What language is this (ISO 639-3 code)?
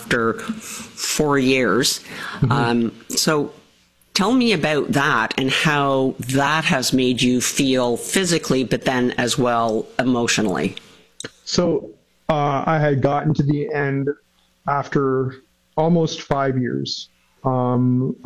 eng